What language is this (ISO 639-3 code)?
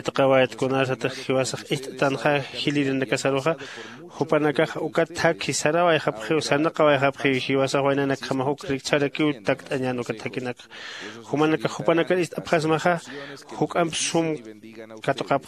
aym